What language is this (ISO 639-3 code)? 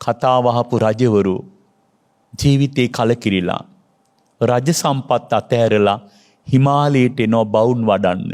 sin